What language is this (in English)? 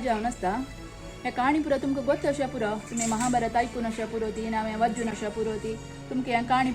Konkani